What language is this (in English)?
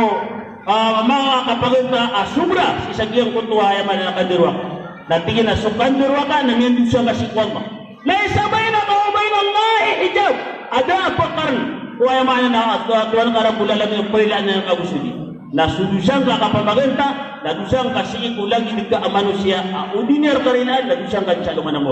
Maranao